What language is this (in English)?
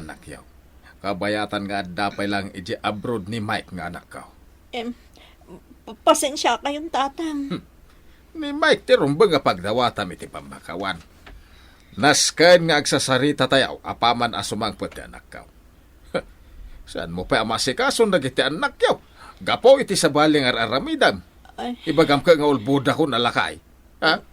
Iloko